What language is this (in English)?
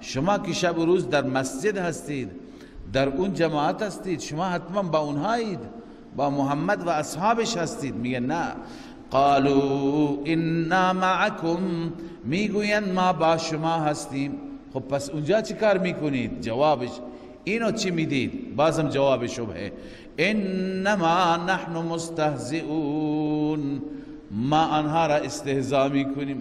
Persian